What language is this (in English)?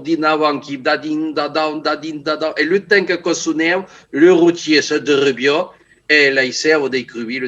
Occitan